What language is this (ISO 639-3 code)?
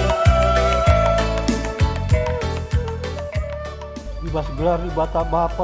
btx